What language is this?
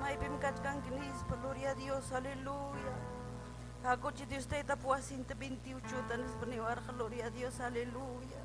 Ayacucho Quechua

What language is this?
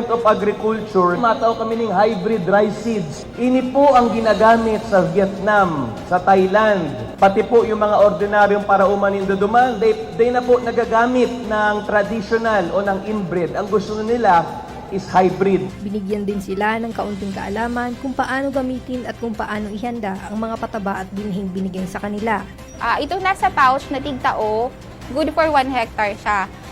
Bikol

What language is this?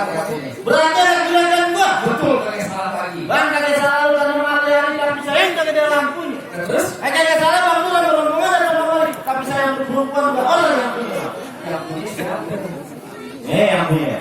Betawi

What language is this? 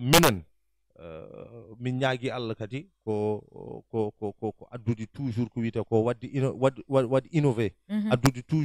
Fula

